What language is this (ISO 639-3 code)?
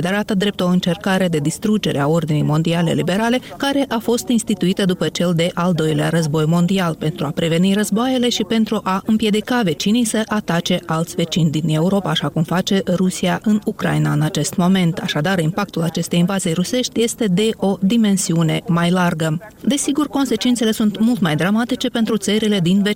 ron